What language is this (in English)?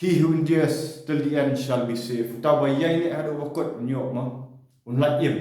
Khasi